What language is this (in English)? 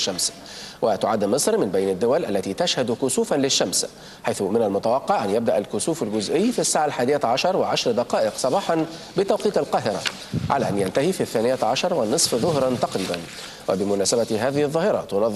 Arabic